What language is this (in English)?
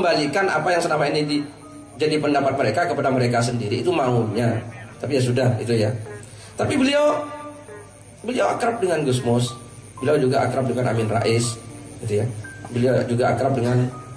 Indonesian